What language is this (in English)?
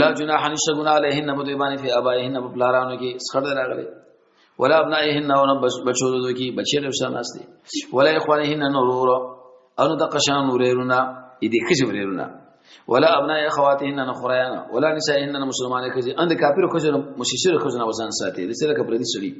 Pashto